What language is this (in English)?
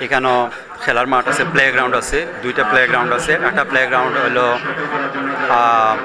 Sylheti